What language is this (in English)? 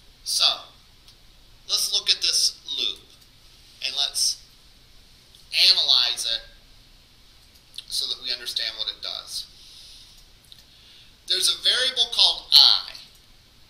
English